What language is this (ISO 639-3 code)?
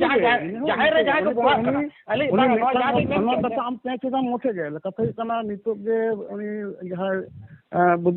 sat